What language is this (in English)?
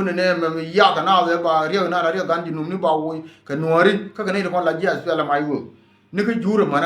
Nuer